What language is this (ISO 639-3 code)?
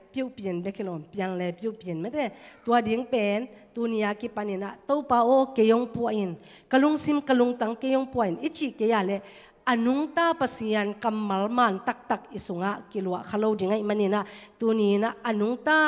ctd